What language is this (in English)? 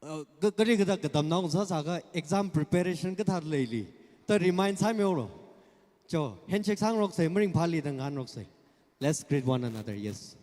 Tangkhul Naga (India)